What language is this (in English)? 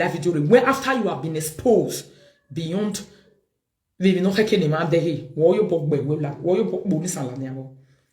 Nigerian Pidgin